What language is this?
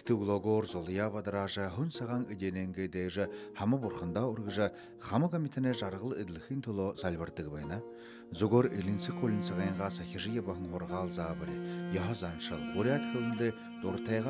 Buriat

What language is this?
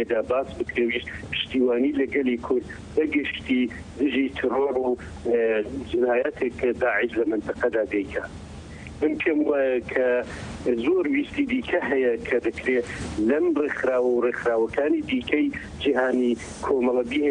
Central Kurdish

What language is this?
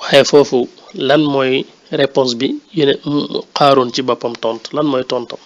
Wolof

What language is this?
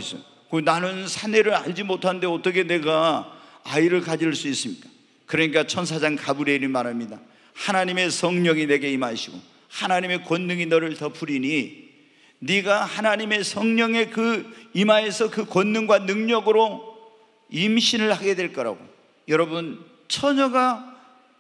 Korean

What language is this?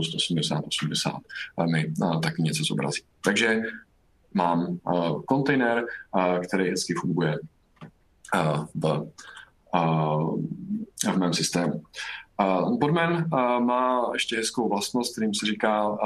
Czech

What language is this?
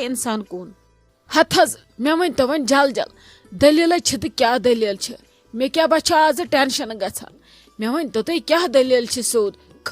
Kashmiri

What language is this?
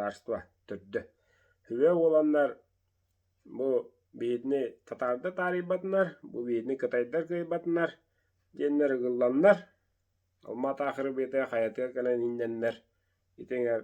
Yakut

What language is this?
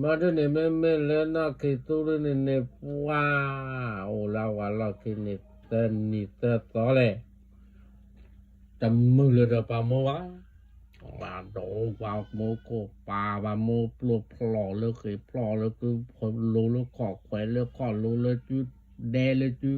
S'gaw Karen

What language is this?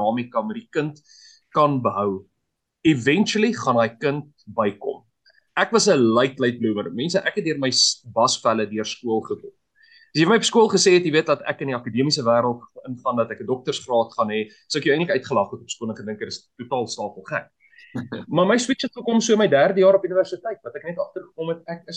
Afrikaans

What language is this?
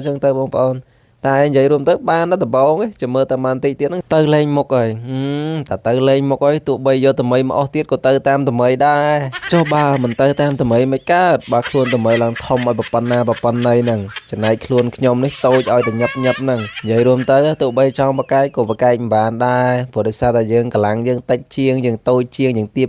Khmer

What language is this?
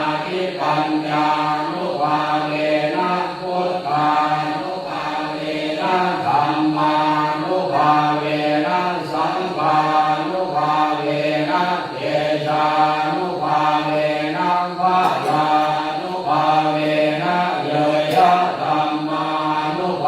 Pali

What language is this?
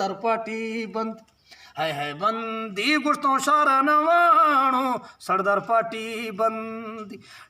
Eastern Balochi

